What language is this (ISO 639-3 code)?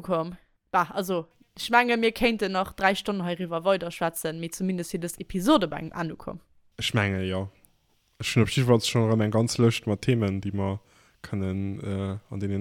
ltz